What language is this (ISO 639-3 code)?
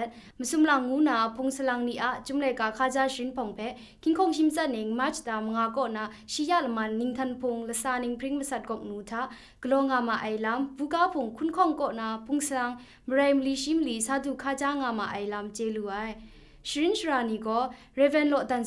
kac